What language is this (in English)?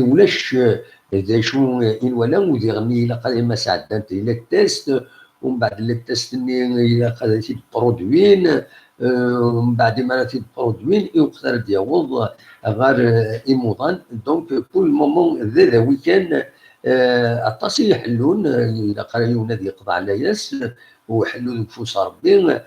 Kabyle